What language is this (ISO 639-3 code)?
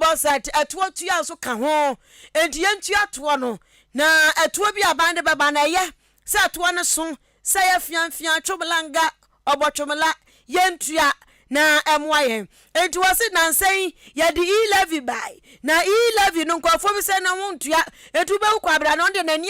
aka